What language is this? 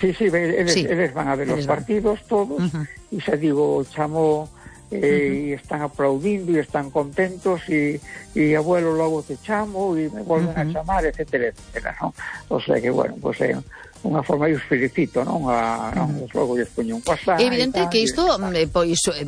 Galician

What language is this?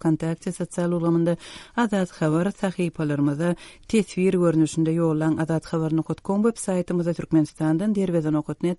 Turkmen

